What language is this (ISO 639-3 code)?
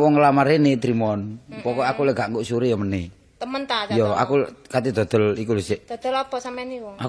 jav